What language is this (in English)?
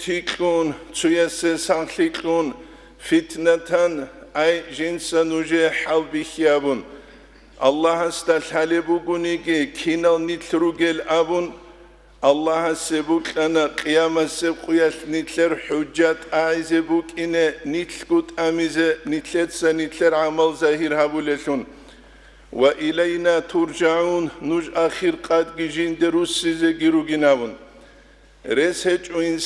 Avaric